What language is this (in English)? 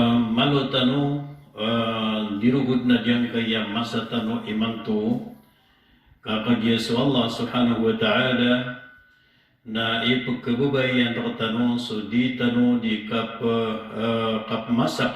Maranao